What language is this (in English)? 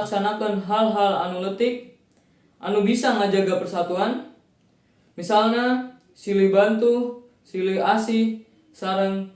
Sundanese